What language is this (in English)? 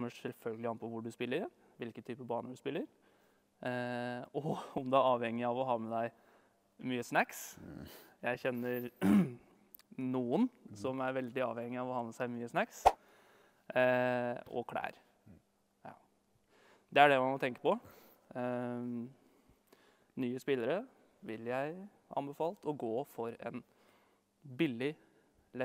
Norwegian